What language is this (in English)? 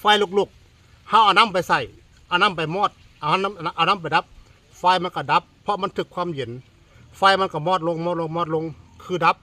Northeastern Thai